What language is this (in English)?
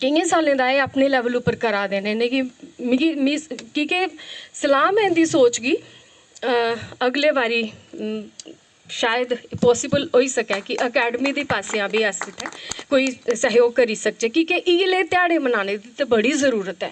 Dogri